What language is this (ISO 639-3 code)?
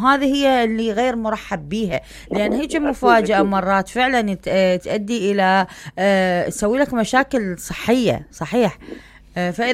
acm